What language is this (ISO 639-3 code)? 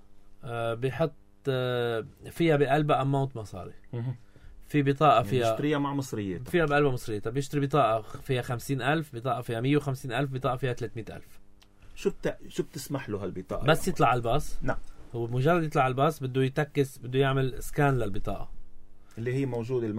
apc